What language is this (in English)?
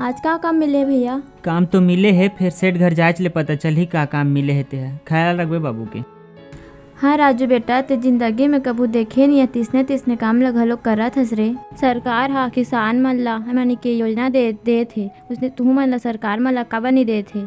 Chhattisgarhi